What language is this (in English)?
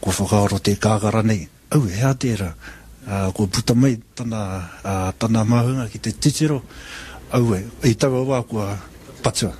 Māori